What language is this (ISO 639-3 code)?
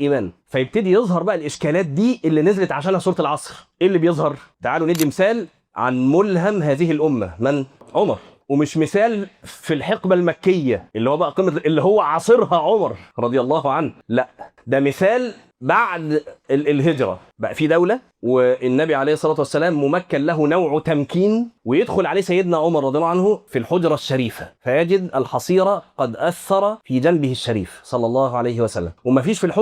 arz